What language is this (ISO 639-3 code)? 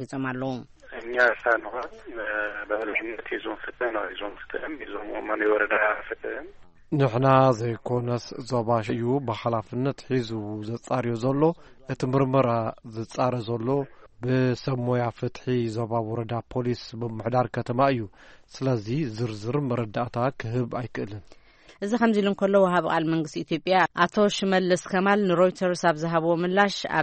tir